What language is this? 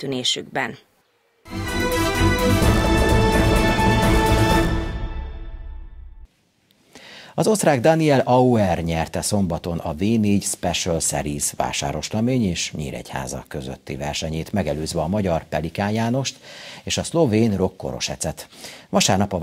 Hungarian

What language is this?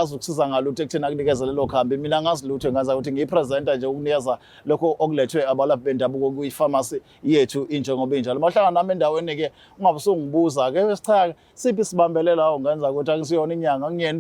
Zulu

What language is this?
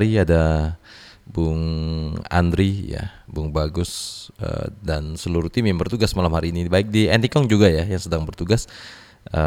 Indonesian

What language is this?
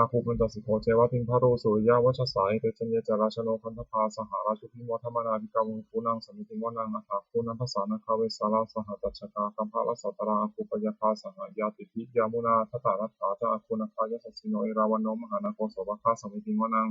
Pali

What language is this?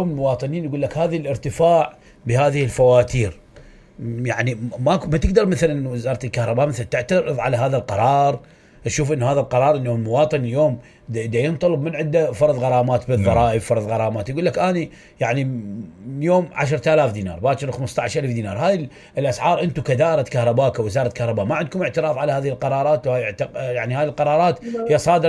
Mesopotamian Arabic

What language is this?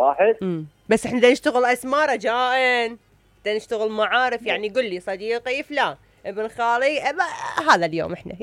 Mesopotamian Arabic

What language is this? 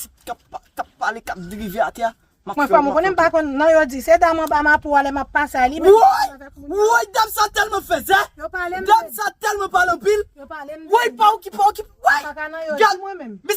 Haitian Creole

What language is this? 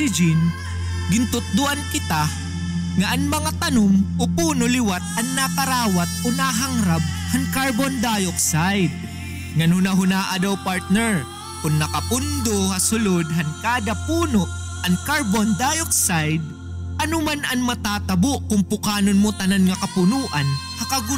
Waray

